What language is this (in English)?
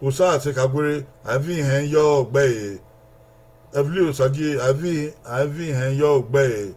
Bini